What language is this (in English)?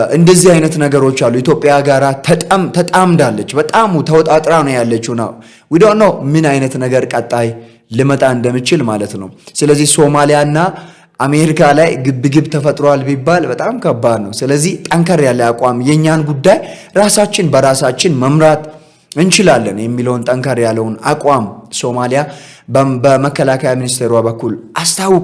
Amharic